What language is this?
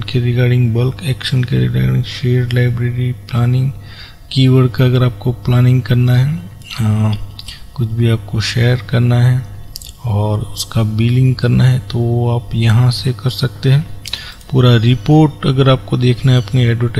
Hindi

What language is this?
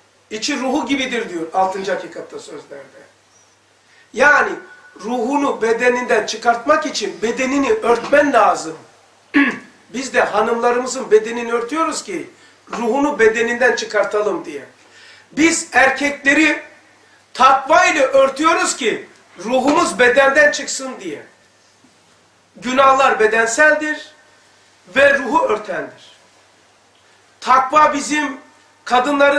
Turkish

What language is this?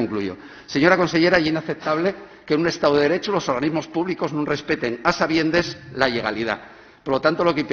Asturian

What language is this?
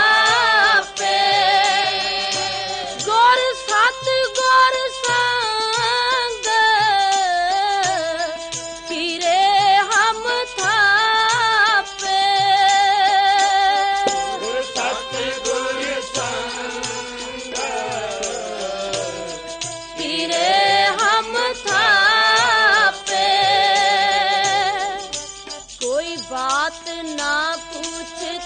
Punjabi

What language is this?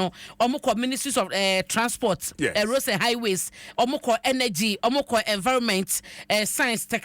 Akan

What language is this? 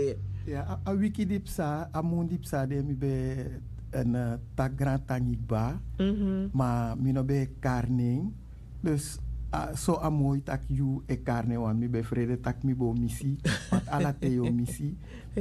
Sranan Tongo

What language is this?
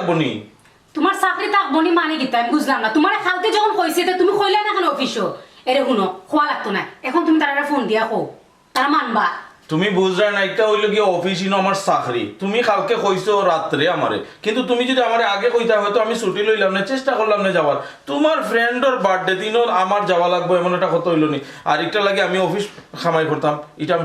Sylheti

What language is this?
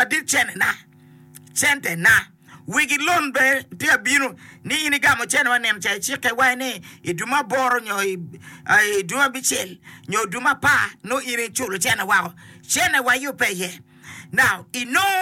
Acoli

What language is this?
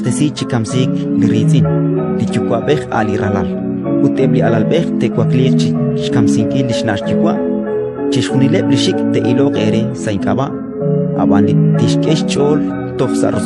Kekchí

